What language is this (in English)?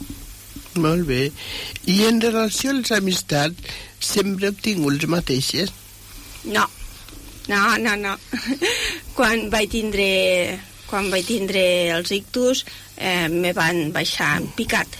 Catalan